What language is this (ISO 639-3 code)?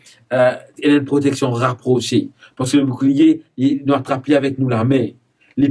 mfe